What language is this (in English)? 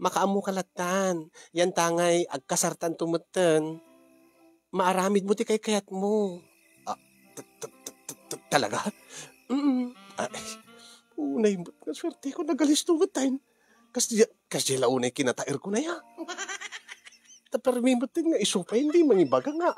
Iloko